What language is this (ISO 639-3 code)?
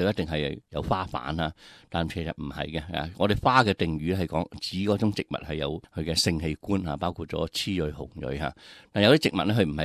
yue